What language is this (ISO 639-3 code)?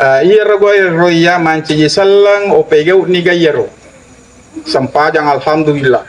bug